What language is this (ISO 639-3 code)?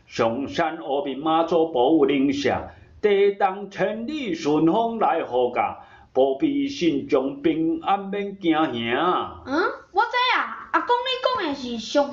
nan